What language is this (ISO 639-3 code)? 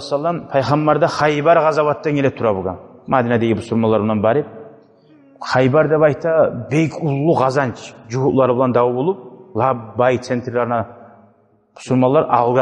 kum